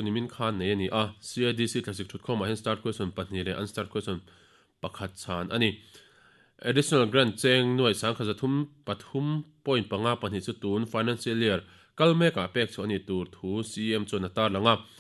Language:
Mizo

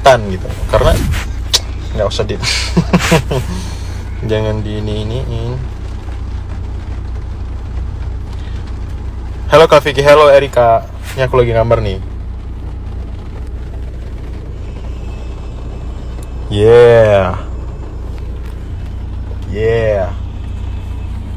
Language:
Indonesian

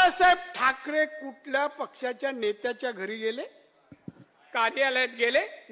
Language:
Marathi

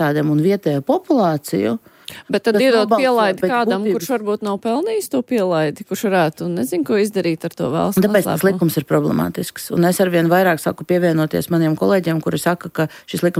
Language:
Latvian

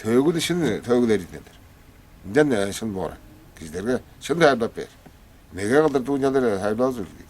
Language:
Tuvinian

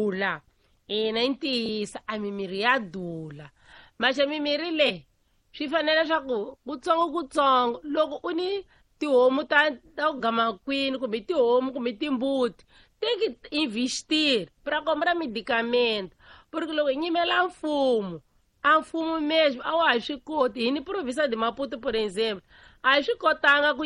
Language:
Tsonga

